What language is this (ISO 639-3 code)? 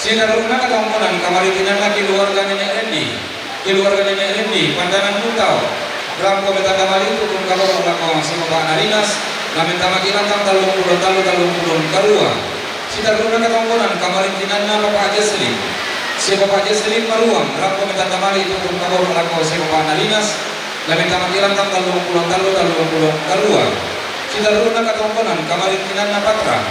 sda